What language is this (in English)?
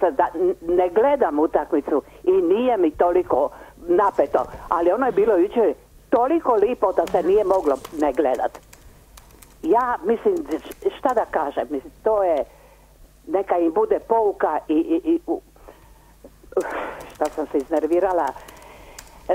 Croatian